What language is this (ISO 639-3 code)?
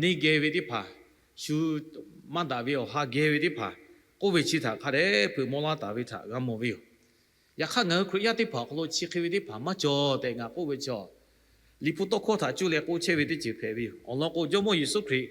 lhu